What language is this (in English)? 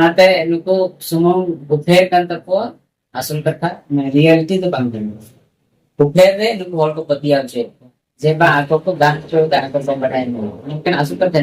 Santali